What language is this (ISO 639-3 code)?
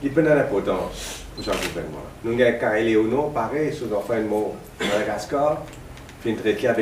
mfe